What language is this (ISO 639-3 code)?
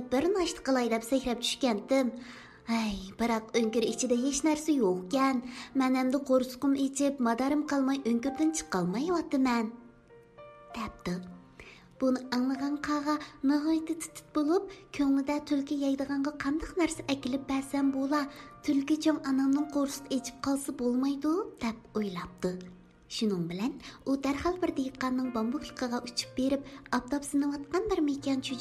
uig